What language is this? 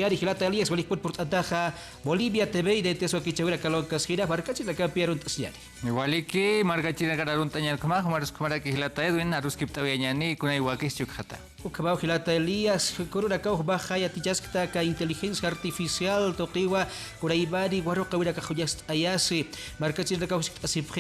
Aymara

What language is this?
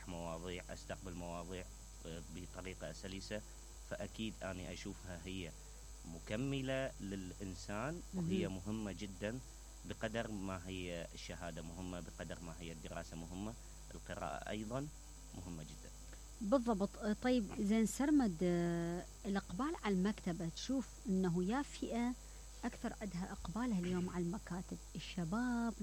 Mesopotamian Arabic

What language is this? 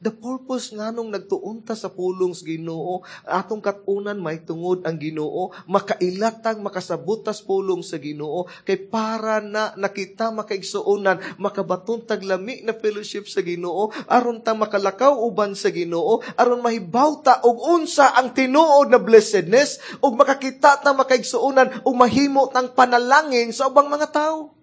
Cebuano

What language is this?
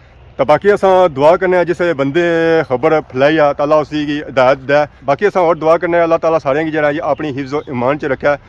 Pahari-Potwari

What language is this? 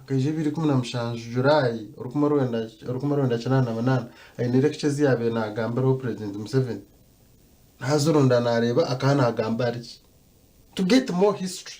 Nyankole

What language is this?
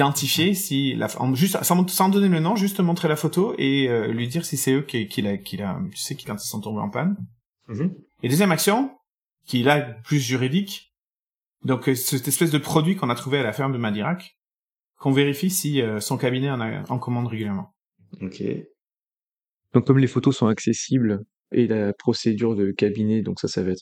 French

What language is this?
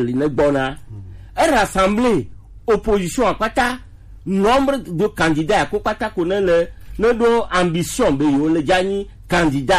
Gen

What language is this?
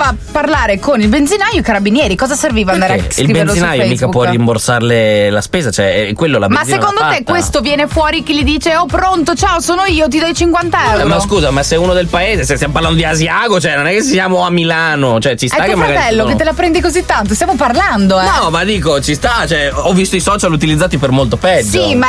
Italian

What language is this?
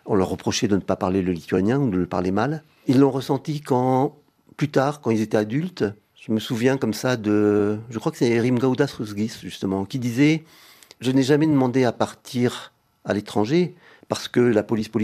French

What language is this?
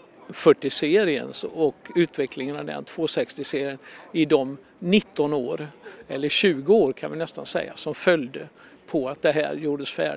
Swedish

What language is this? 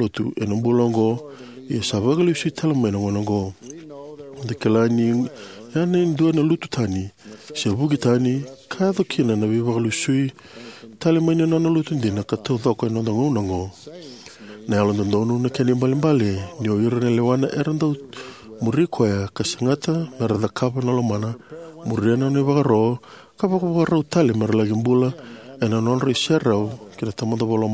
Fijian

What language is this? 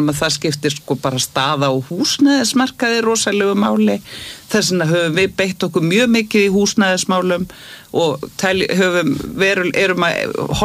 Icelandic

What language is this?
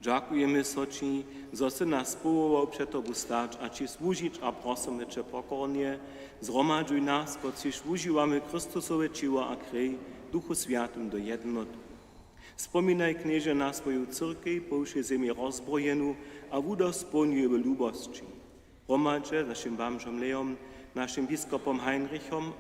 Upper Sorbian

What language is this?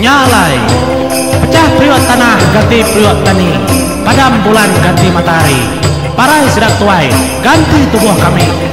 Iban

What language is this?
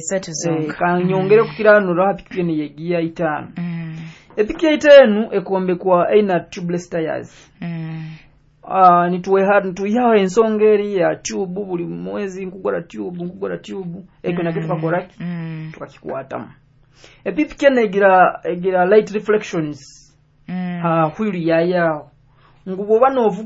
Nyoro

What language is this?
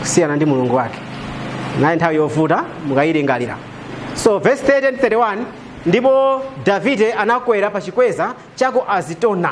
Nyanja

